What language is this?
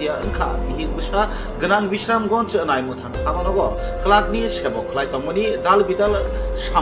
Kok Borok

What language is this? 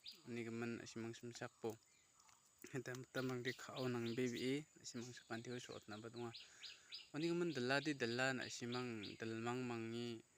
Garo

